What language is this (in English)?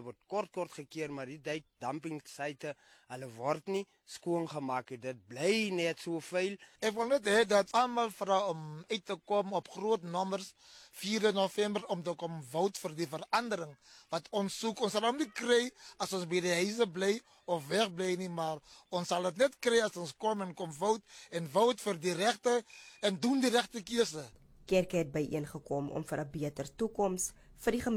Afrikaans